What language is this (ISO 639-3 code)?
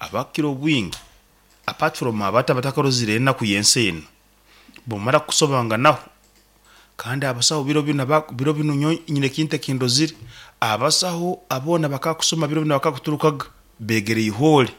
nyn